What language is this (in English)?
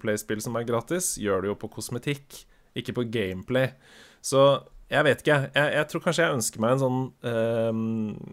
Norwegian